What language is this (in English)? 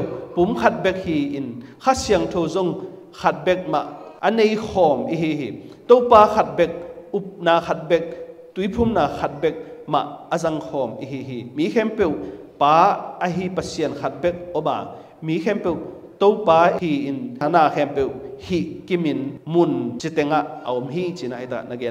Tedim Chin